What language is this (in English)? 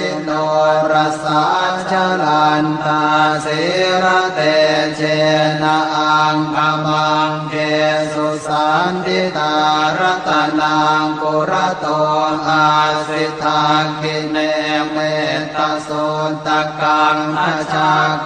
Pali